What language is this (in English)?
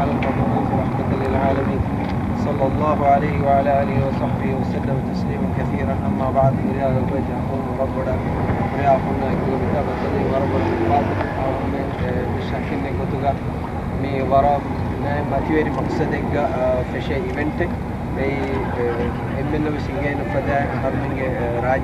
Divehi